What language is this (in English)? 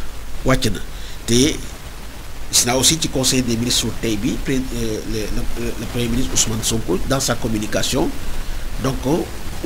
Wolof